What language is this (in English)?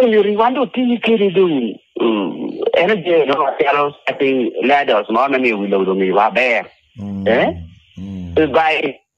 Lango (Uganda)